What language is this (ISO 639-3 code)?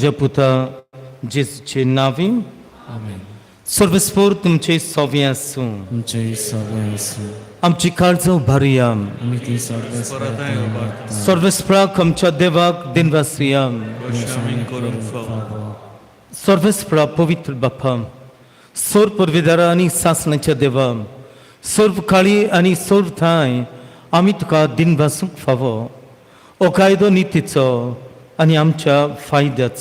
kok